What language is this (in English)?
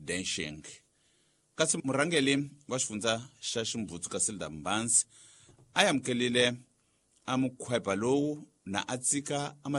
Tsonga